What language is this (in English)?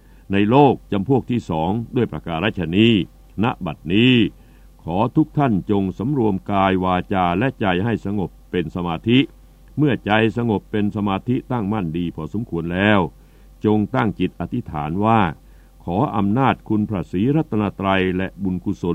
Thai